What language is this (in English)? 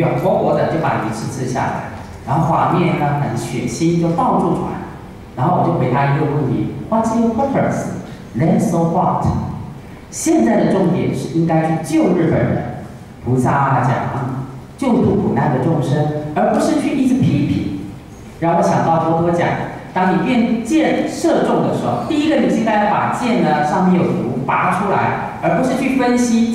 Chinese